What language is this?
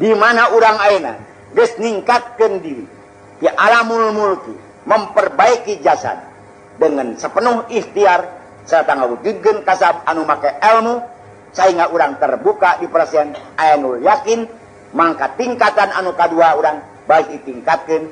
Sundanese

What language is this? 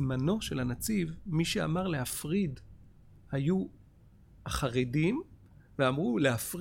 Hebrew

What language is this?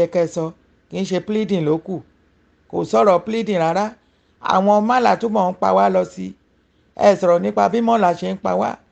Yoruba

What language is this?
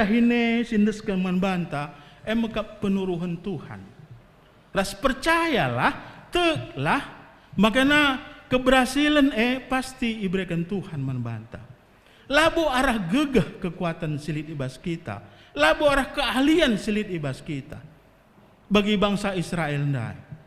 Batak Karo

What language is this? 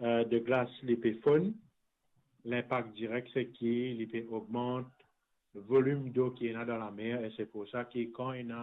Morisyen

